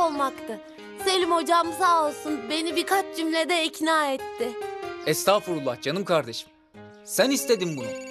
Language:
Turkish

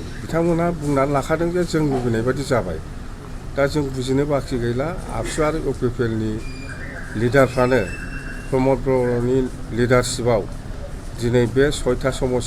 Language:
Bodo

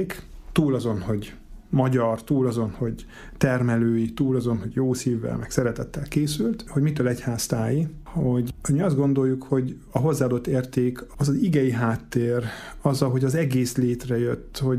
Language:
Hungarian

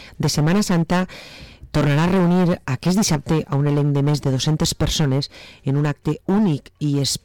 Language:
Catalan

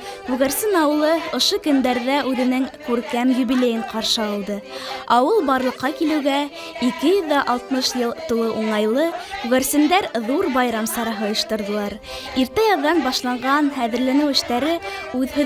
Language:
Bashkir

